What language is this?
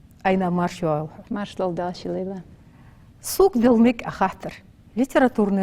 Ingush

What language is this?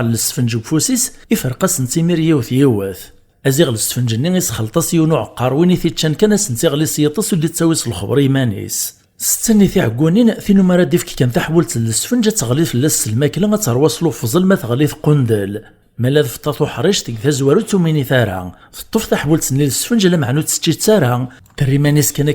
Kabyle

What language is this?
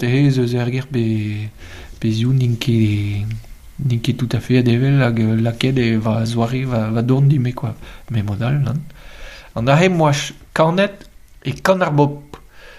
Breton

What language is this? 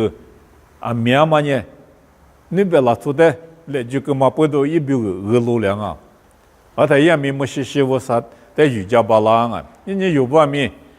Lisu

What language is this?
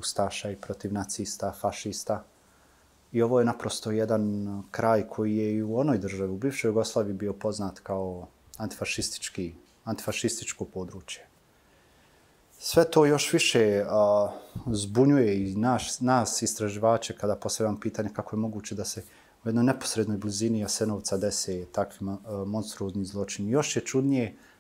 Bosnian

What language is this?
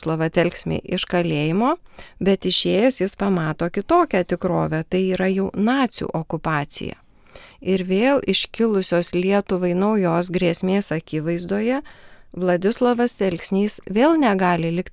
Lithuanian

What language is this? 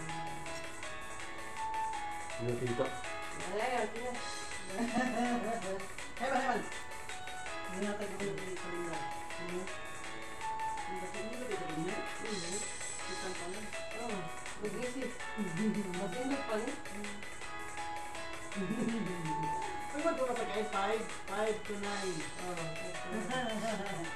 Filipino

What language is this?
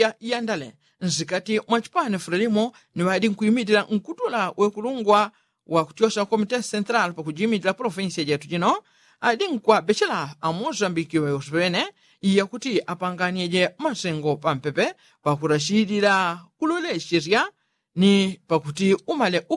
Yao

